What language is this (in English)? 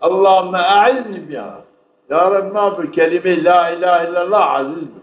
Zaza